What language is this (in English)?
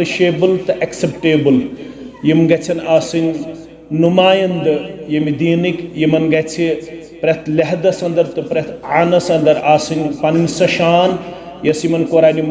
Kashmiri